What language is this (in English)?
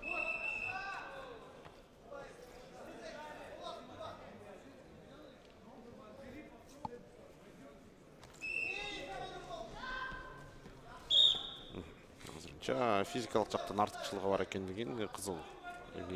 Kyrgyz